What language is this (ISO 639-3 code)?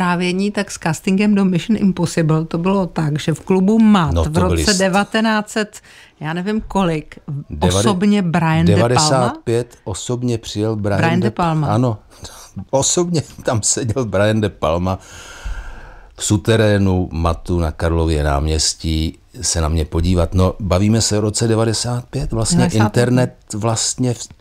ces